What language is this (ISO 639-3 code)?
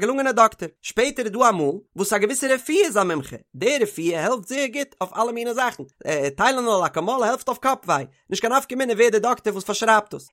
yid